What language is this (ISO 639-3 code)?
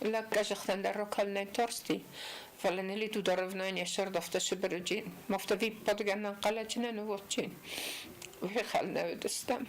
oss